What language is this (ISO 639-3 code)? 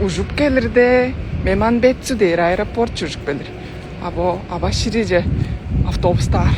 tyv